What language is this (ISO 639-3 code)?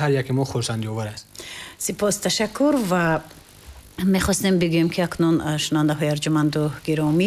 tgk